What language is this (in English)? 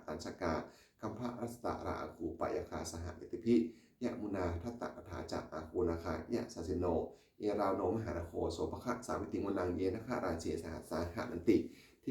Pali